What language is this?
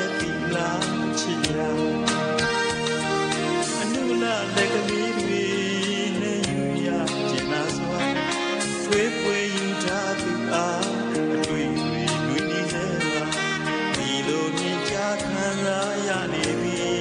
Burmese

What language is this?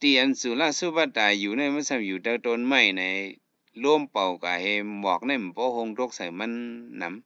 Shan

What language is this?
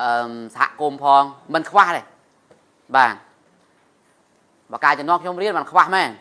Khmer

